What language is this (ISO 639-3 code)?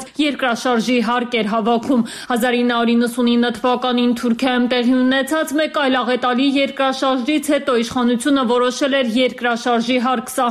hye